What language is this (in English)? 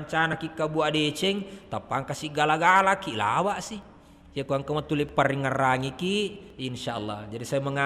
Buginese